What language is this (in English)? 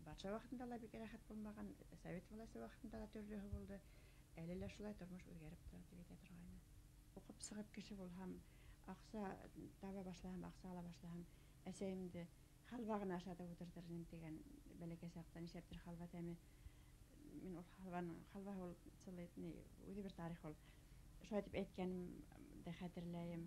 Bashkir